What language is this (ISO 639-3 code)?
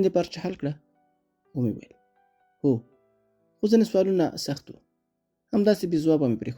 pus